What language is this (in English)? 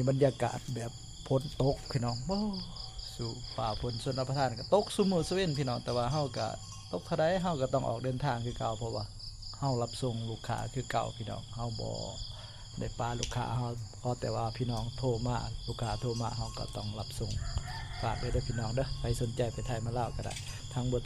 Lao